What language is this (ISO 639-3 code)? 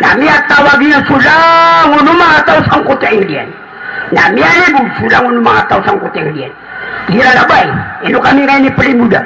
mrw